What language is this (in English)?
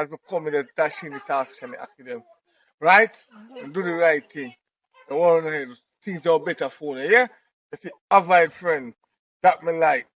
Jamaican Creole English